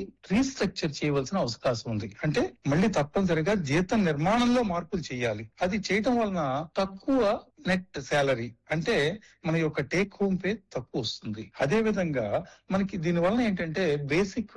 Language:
Telugu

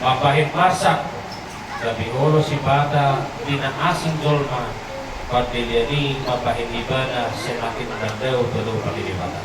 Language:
Batak Toba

